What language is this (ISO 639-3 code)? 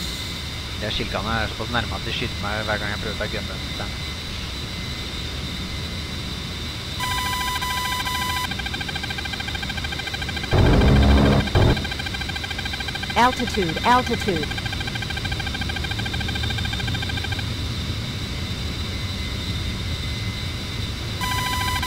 nor